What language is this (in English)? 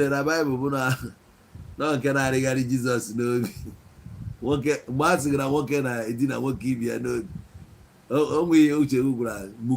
Igbo